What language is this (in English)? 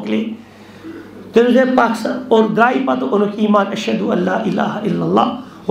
Kashmiri